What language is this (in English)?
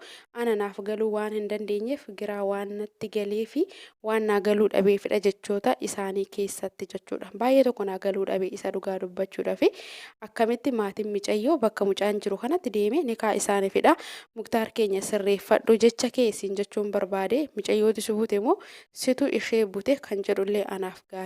Oromo